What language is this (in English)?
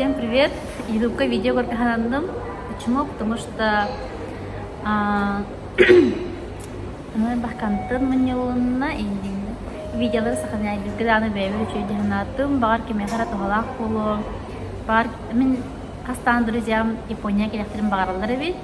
Yakut